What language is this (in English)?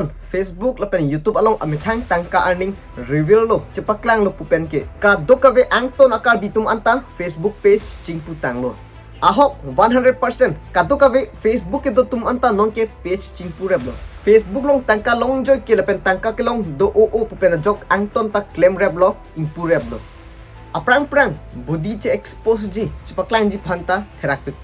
Karbi